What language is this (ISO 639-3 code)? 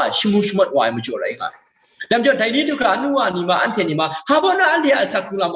kac